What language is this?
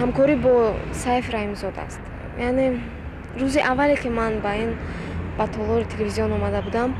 Tajik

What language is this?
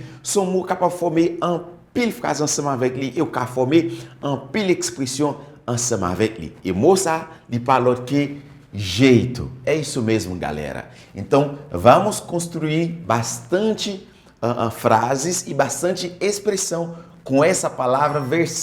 Haitian Creole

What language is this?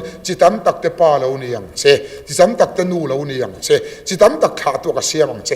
Mizo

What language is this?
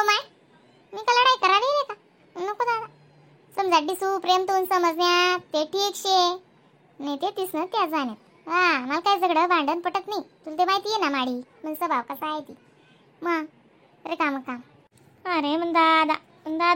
Khandesi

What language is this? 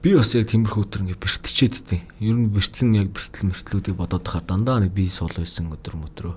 Mongolian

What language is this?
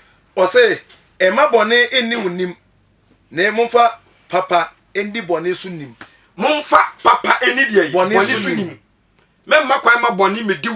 Akan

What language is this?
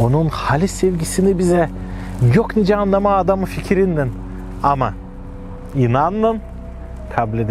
Gagauz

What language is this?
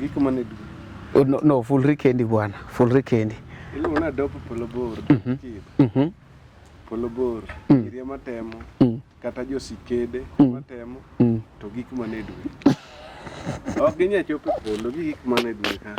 Luo (Kenya and Tanzania)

